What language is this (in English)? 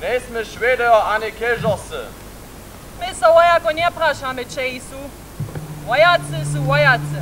Upper Sorbian